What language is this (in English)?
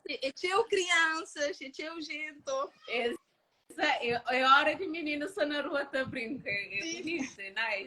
Kabuverdianu